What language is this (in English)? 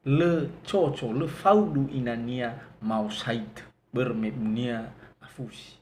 Nias